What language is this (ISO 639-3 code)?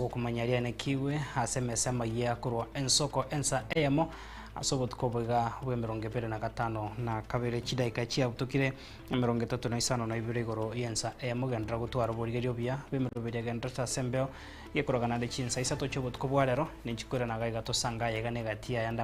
guz